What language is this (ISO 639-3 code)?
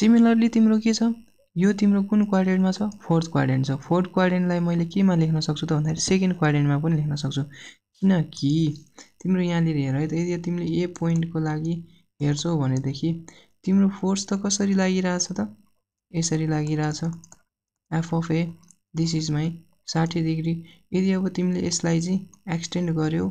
nep